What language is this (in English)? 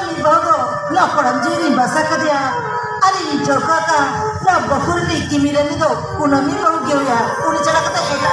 Santali